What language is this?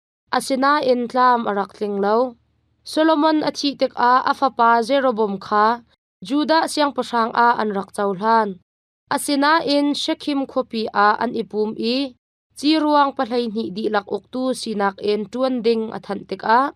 Hakha Chin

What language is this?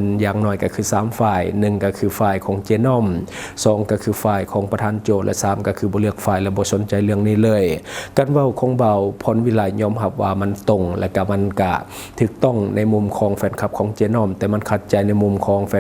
Lao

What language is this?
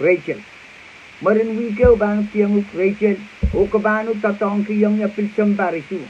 Pohnpeian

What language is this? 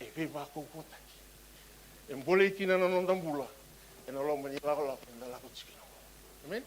Fijian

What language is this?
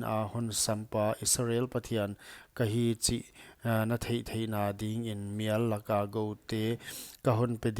Paite Chin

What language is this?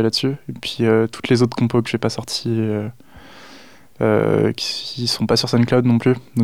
French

